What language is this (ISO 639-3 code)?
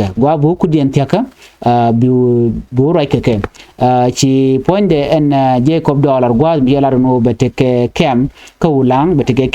nus